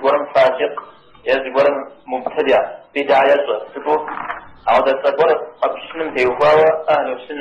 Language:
Kabardian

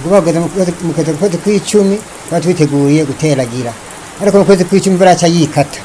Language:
Rundi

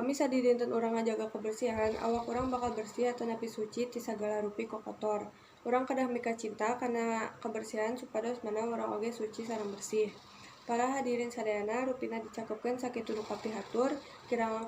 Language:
Sundanese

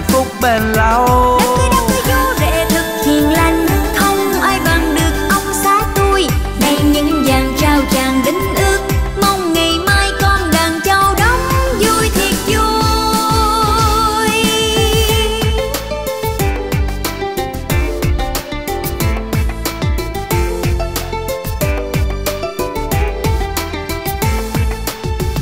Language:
Vietnamese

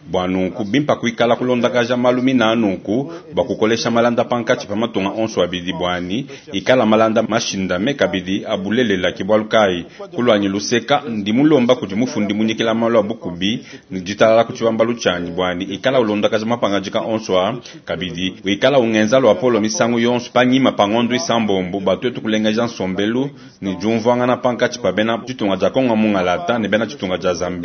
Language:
Luba-Lulua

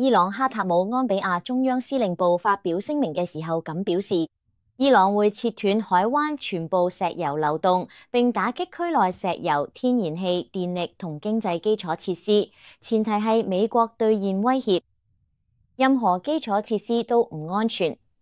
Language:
Cantonese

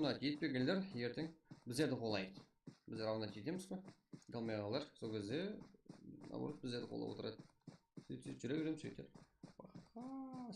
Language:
Kara-Kalpak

